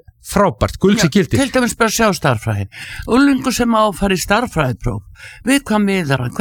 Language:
Icelandic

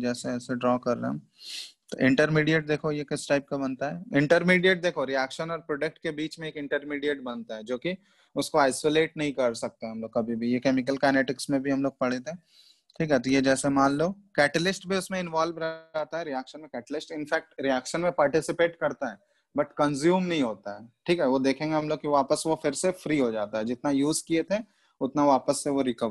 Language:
Hindi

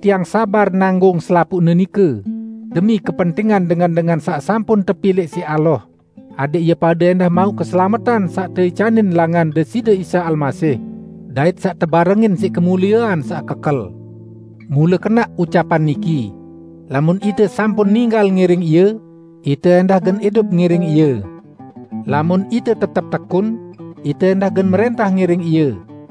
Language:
Sasak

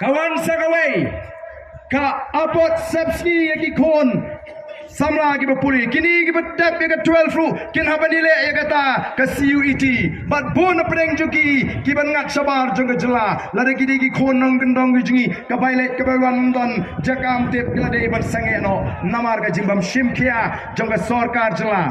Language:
Khasi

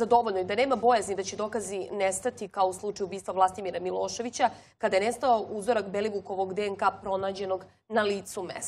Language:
Serbian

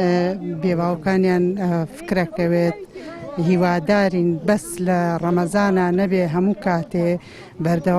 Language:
Central Kurdish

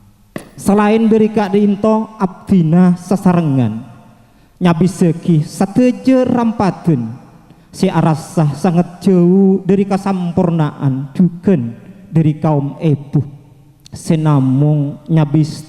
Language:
Madurese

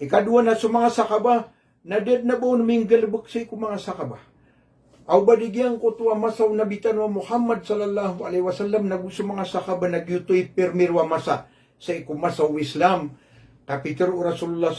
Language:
Maranao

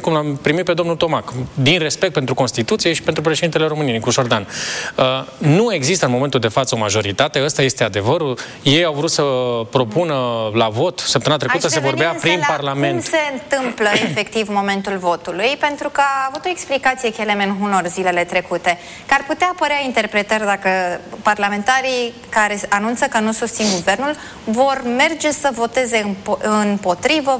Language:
Romanian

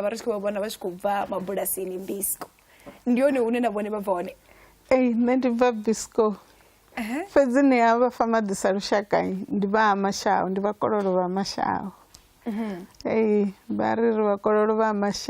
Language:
Venda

